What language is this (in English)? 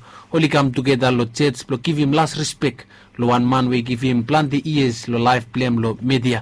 Bislama